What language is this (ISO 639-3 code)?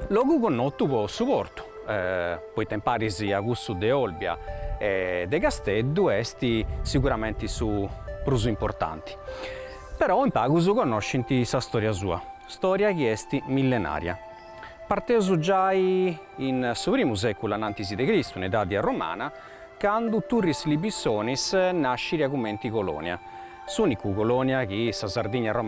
srd